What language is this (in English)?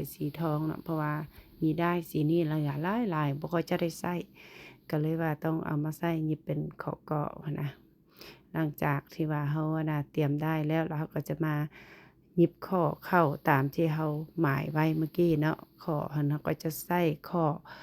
Lao